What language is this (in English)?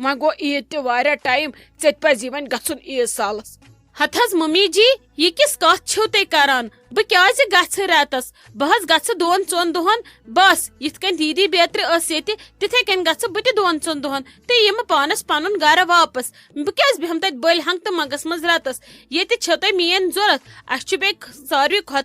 Kashmiri